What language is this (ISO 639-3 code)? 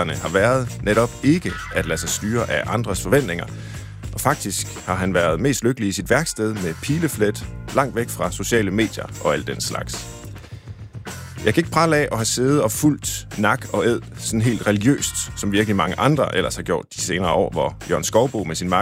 dan